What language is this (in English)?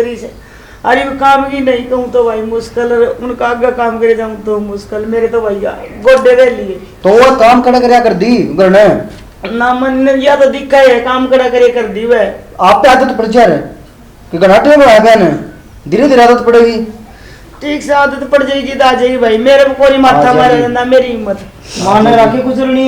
Haryanvi